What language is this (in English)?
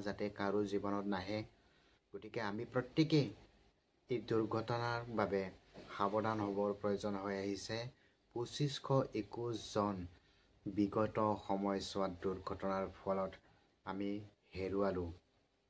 Assamese